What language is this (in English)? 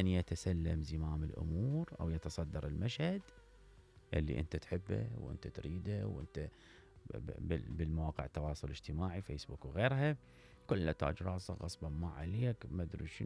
Mesopotamian Arabic